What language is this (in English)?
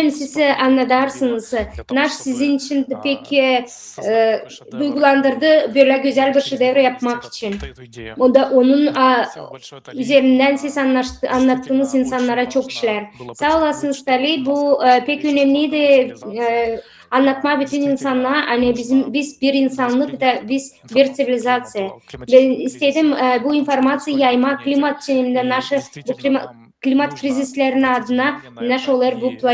Gagauz